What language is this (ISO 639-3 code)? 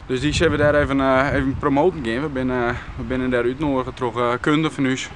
fry